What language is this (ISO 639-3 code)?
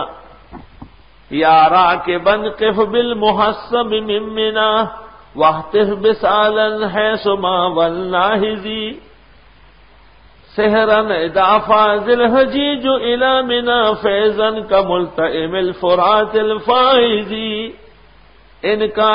urd